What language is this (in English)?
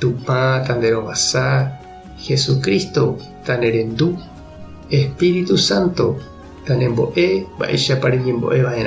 Guarani